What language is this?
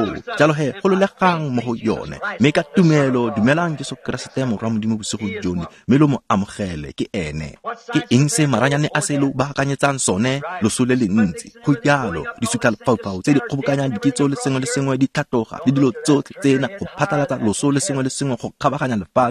Tswana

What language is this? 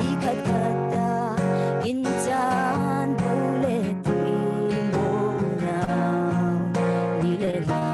Falam Chin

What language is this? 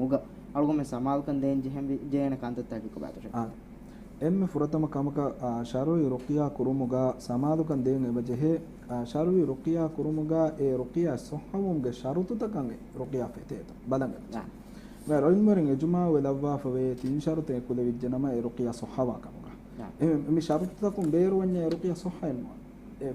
Divehi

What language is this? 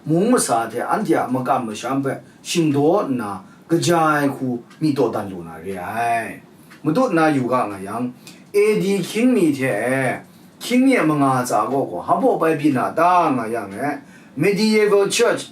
Kachin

